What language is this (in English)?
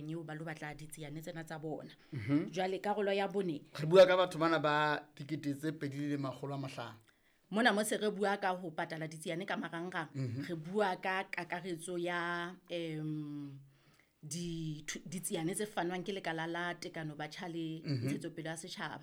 Southern Sotho